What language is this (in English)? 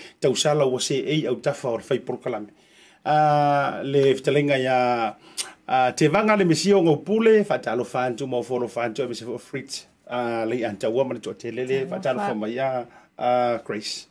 Samoan